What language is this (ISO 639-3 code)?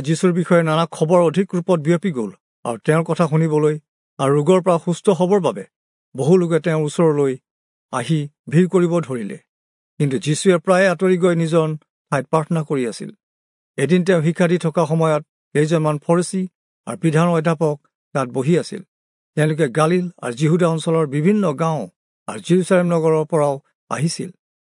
asm